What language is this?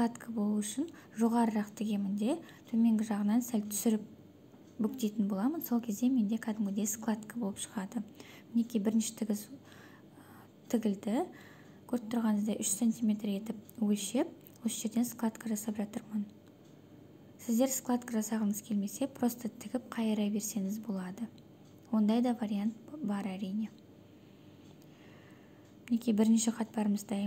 Kazakh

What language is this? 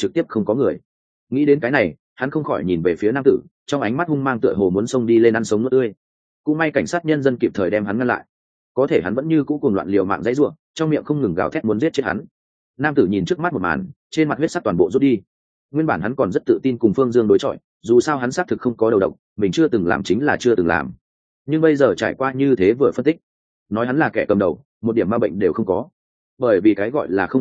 Vietnamese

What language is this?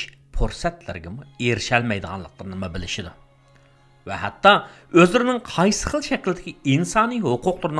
Uyghur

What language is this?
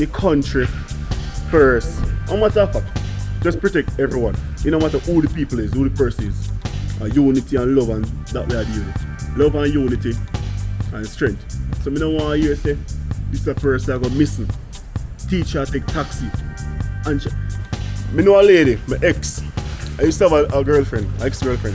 Jamaican Creole English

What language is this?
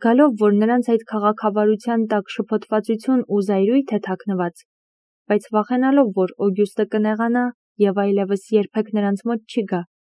Armenian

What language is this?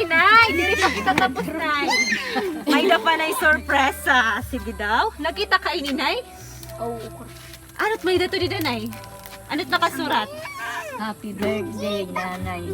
Waray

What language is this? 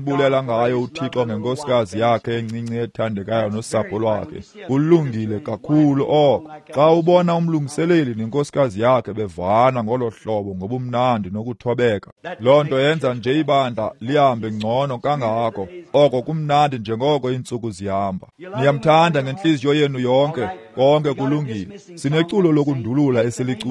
Xhosa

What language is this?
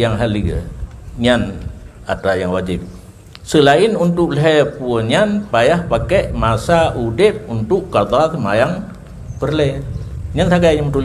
Achinese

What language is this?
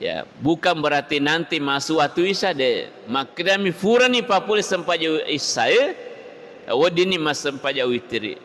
Buginese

